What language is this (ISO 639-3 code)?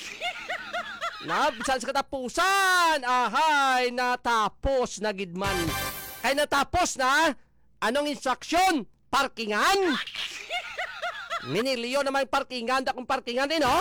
hil